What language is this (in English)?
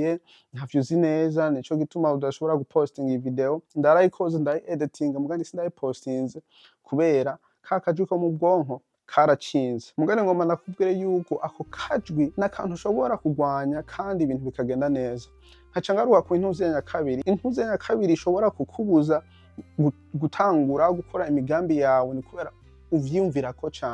Rundi